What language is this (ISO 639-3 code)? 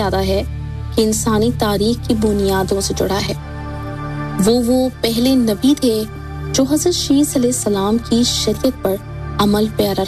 urd